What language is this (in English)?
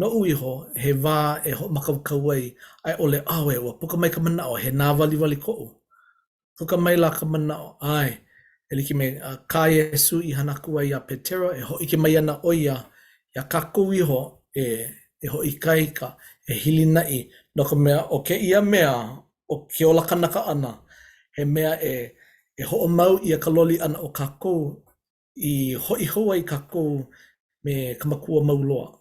Hawaiian